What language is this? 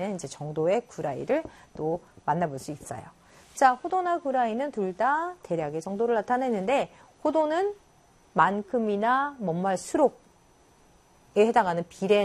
Korean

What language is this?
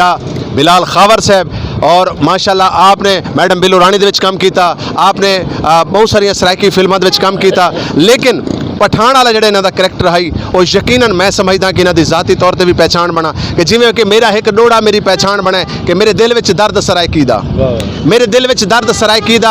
Saraiki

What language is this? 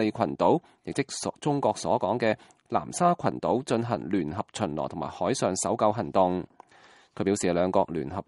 Cantonese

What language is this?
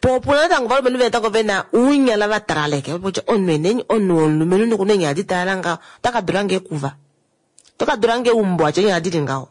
Kuanyama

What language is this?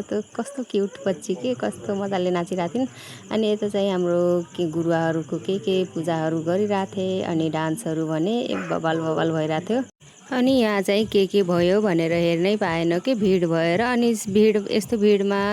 Nepali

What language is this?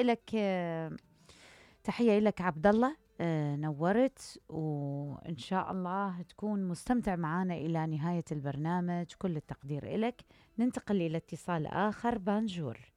Mesopotamian Arabic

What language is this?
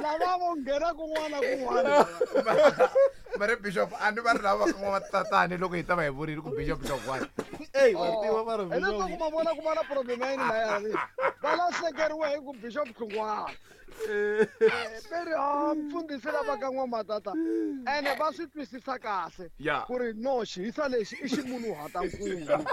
Tsonga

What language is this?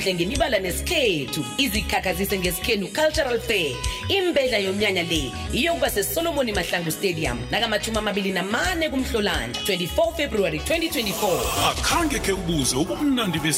South Ndebele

